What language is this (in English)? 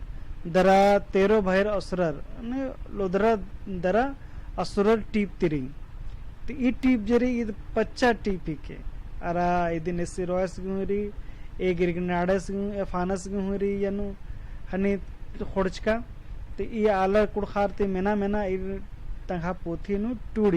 Kurukh